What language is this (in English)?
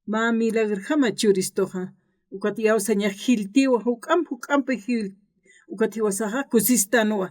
Aymara